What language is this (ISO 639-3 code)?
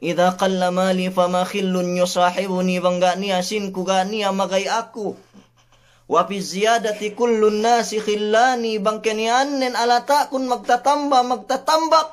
yka